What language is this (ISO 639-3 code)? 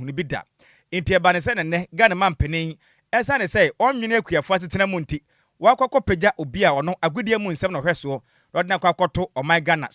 aka